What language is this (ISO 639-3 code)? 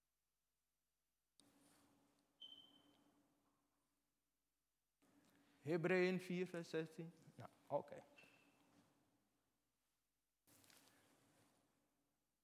nld